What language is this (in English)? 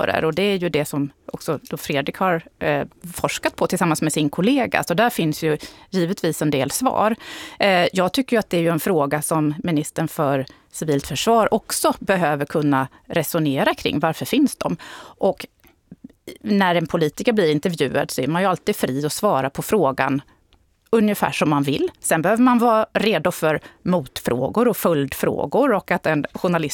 Swedish